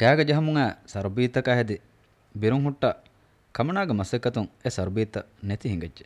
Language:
Divehi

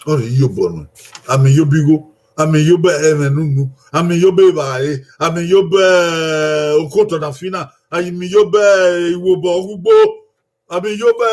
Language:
Bini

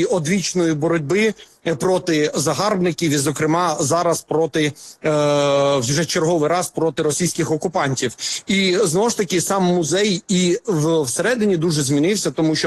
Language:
Ukrainian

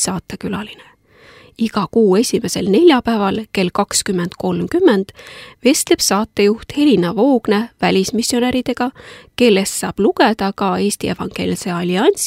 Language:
Estonian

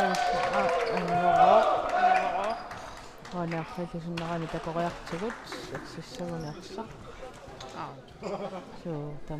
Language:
Kalaallisut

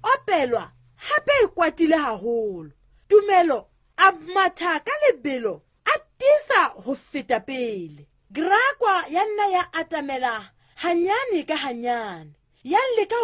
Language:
Southern Sotho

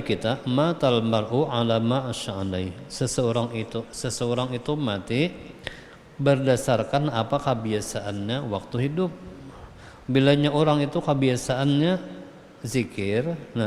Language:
Banjar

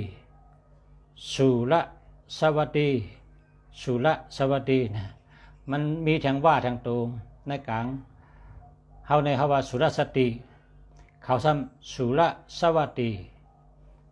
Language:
Shan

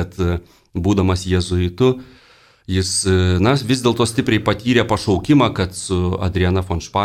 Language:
Lithuanian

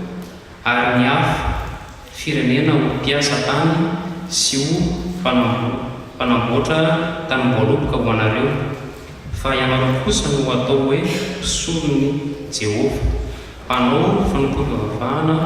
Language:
Malagasy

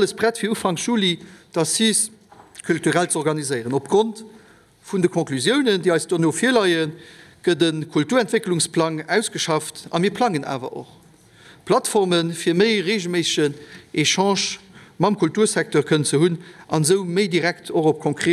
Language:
Luxembourgish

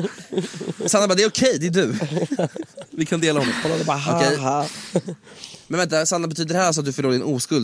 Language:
Swedish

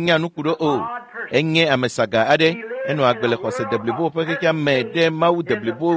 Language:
Ewe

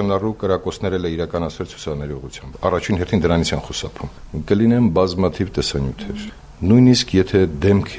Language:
Armenian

